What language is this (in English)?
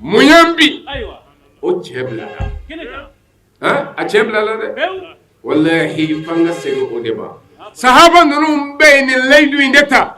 Bambara